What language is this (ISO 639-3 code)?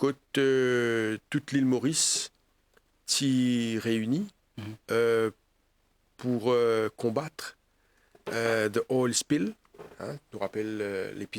mfe